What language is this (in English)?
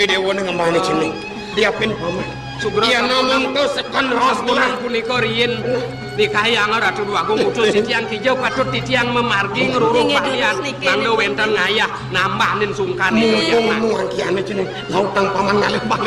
Balinese